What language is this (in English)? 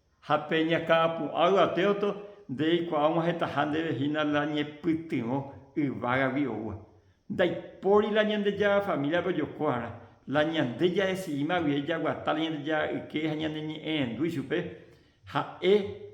Guarani